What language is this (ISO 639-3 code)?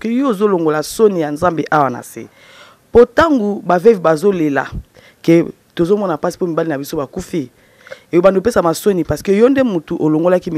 lin